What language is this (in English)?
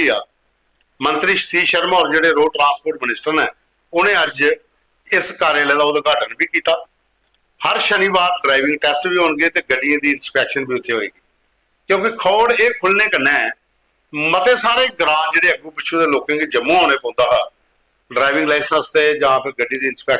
Dogri